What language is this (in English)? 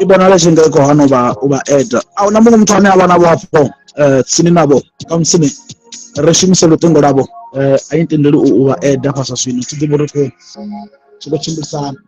Venda